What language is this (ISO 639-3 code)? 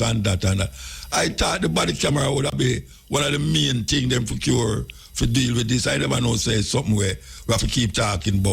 jam